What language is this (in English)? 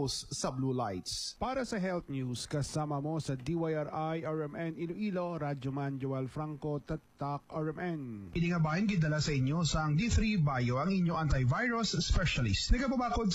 Hiligaynon